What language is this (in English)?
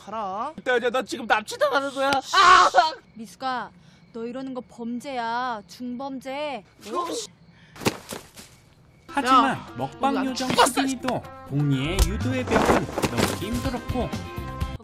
Korean